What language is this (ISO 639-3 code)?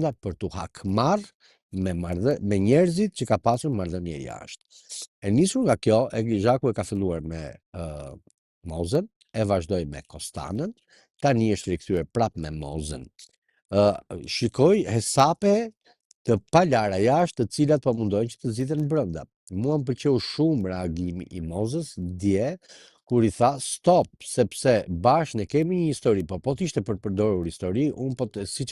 sqi